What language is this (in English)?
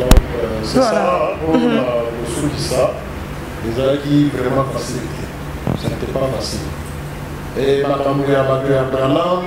Lingala